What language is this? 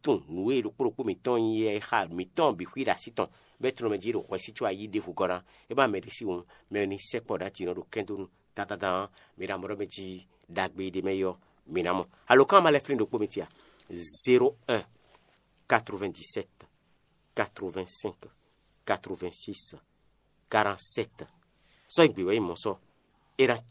Fon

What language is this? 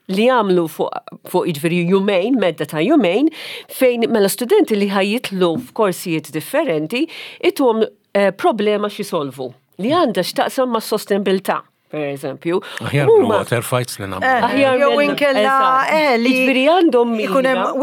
Maltese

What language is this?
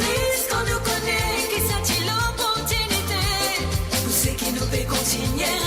Morisyen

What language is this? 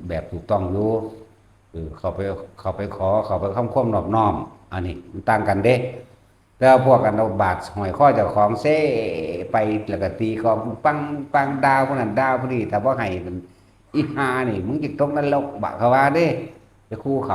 Northeastern Thai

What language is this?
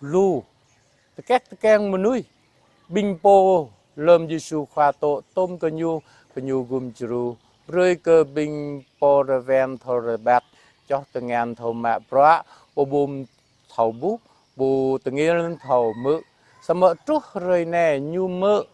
Jarai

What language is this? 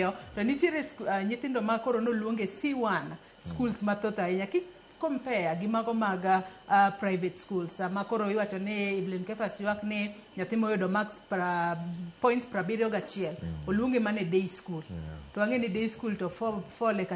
Luo (Kenya and Tanzania)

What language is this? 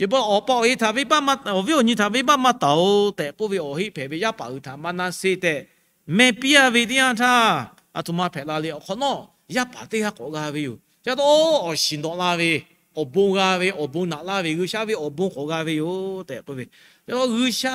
Lahu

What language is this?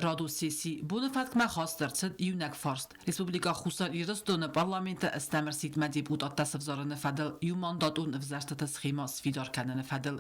Ossetic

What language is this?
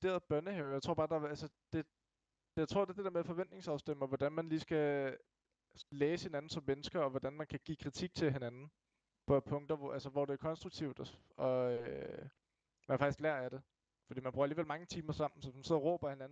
Danish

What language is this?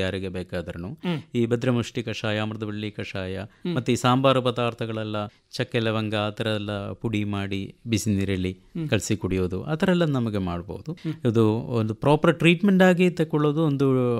Kannada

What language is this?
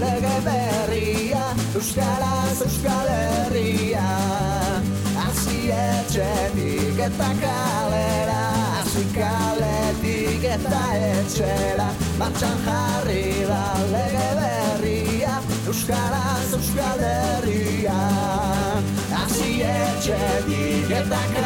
Basque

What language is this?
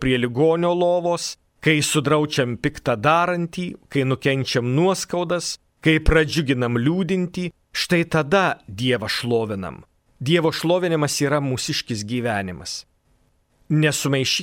Lithuanian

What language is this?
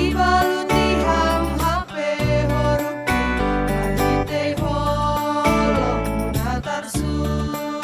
Batak Simalungun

